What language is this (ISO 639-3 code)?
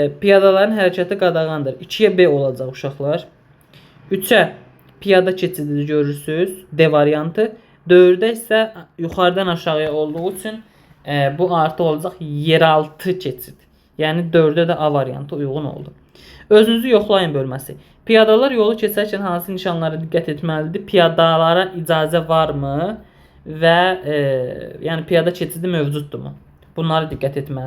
aze